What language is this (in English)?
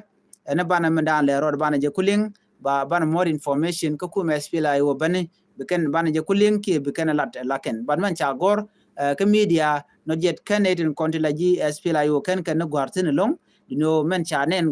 Nuer